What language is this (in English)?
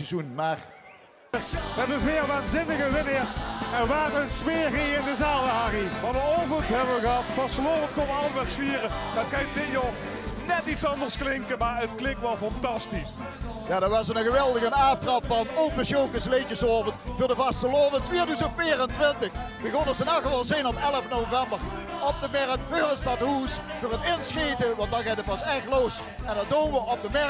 Limburgish